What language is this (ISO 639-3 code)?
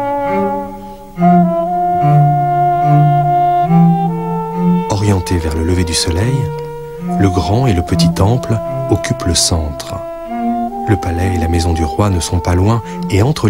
fra